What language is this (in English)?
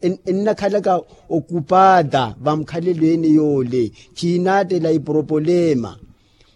Makhuwa